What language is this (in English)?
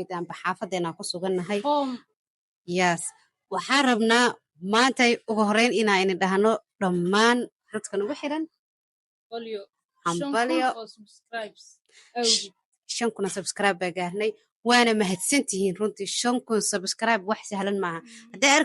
Somali